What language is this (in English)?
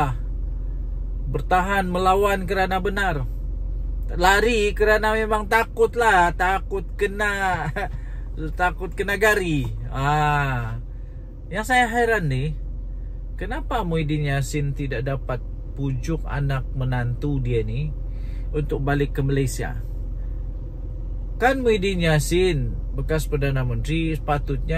Malay